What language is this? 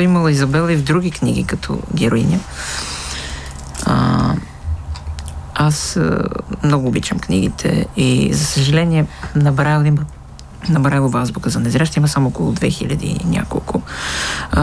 Bulgarian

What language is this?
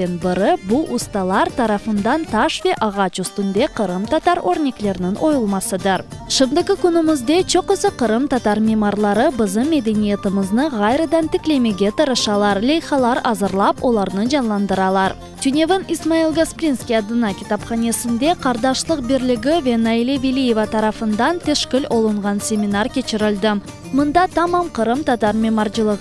Crimean Tatar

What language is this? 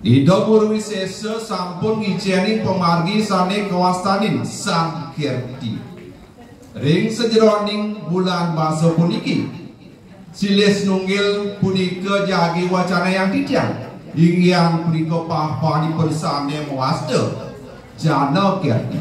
Balinese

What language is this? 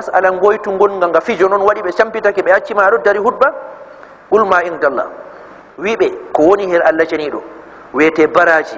Fula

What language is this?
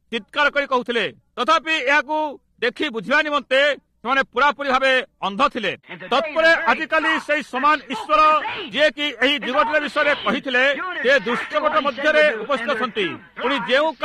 Odia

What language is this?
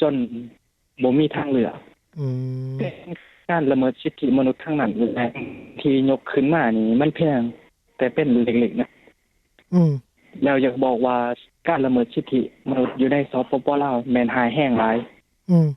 Lao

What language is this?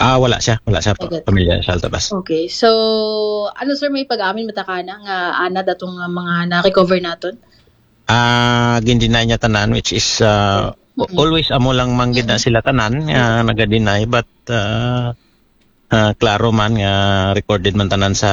Aklanon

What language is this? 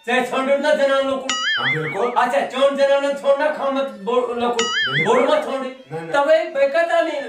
Kashmiri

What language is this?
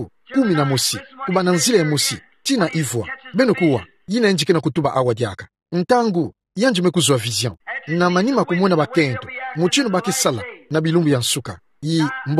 Kituba (Democratic Republic of Congo)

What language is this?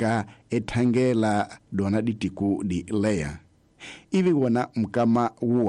Tsonga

